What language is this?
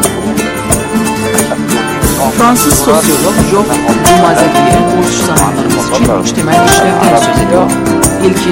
Turkish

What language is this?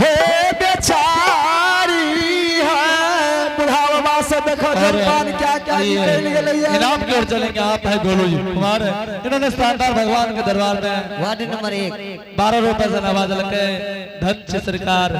Angika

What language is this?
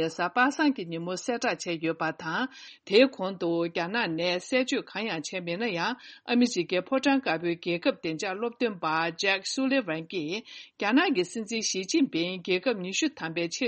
Tibetan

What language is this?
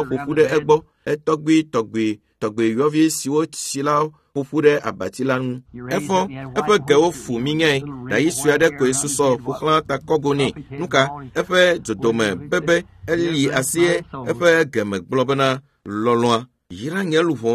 Ewe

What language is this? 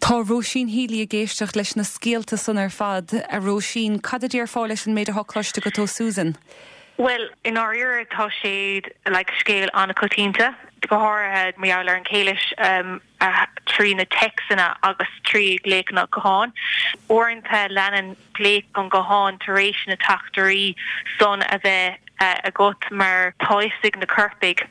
Irish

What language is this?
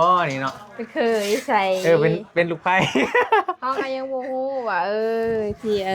Northeastern Thai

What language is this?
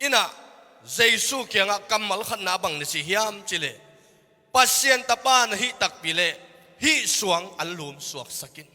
Tedim Chin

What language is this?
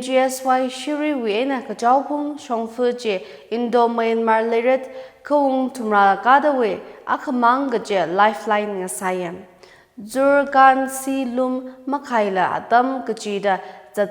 Tangkhul Naga (India)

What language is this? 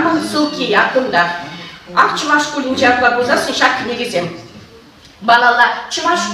Chuvash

